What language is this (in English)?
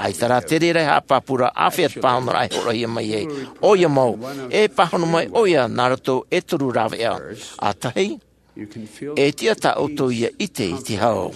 Tahitian